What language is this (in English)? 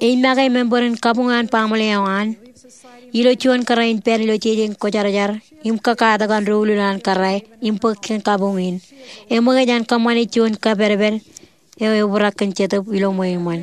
Marshallese